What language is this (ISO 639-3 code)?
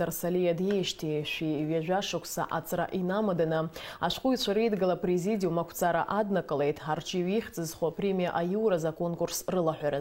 abk